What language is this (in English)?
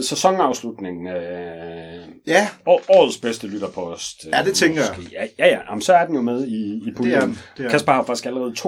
Danish